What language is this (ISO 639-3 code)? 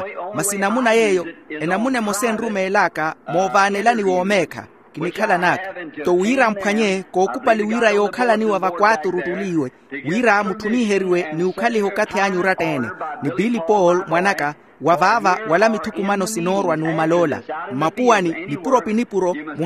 vmw